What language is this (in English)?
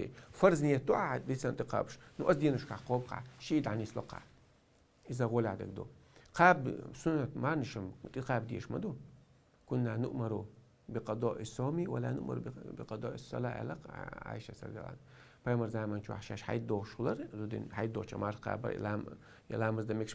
Chechen